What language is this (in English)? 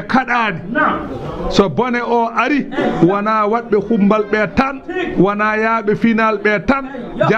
Fula